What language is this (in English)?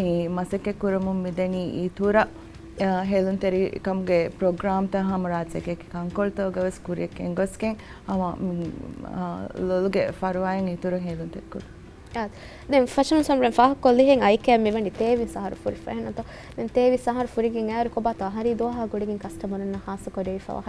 Divehi